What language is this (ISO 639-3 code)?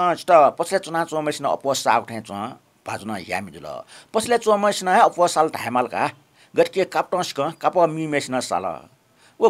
new